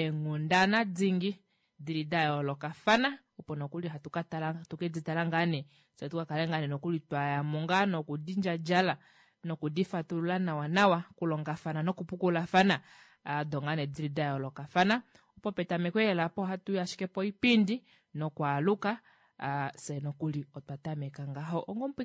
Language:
Kuanyama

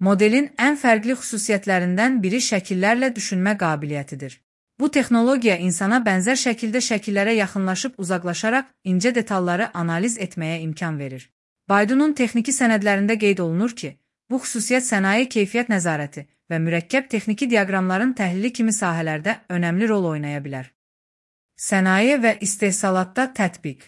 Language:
Azerbaijani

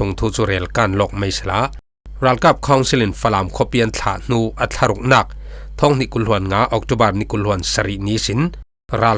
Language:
Falam Chin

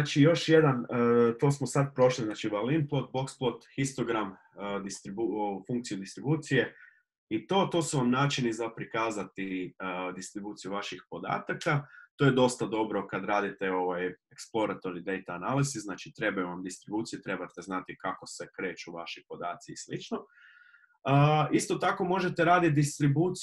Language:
Croatian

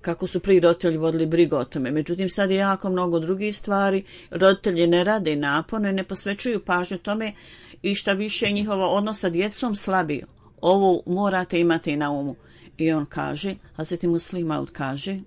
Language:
Bosnian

